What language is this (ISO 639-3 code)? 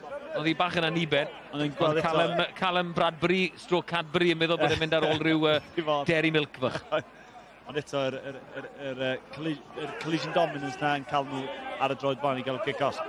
cym